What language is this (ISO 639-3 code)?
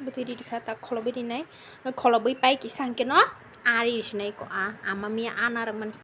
trp